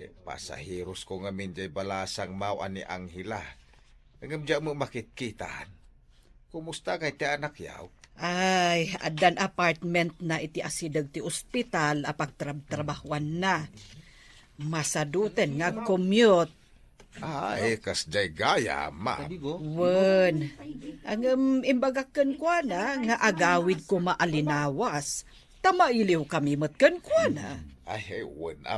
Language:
Iloko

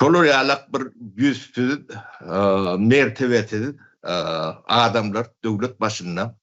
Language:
Turkmen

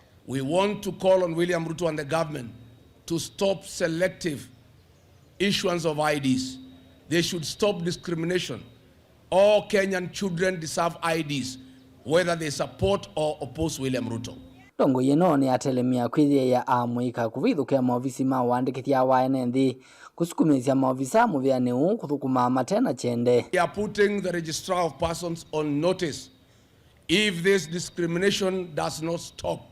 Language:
Kamba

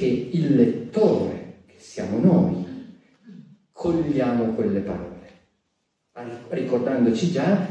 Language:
Italian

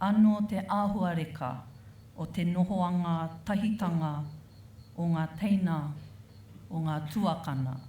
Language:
Māori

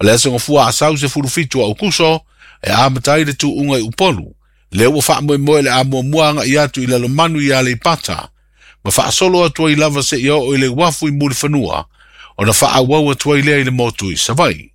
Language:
Samoan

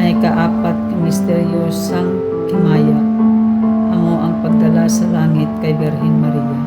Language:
Hiligaynon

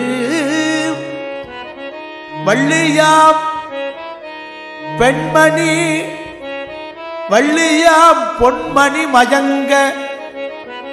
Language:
Tamil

